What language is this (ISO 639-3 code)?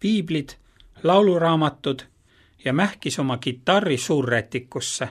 est